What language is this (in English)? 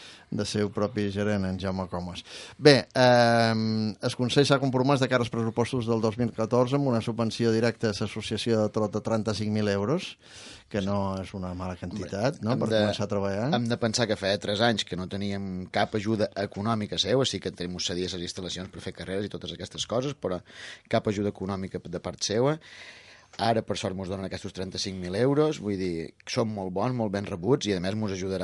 Catalan